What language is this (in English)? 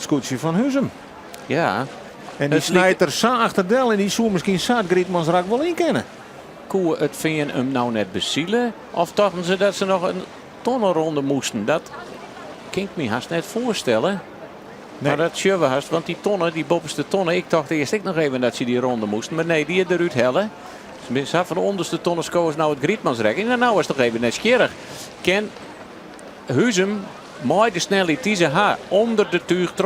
Western Frisian